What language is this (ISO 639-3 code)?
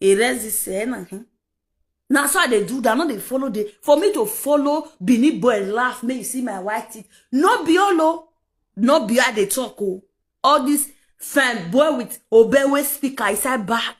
pcm